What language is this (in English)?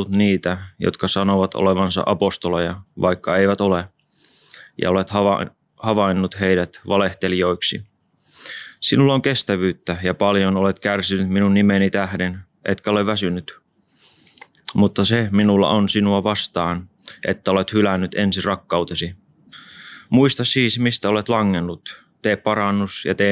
Finnish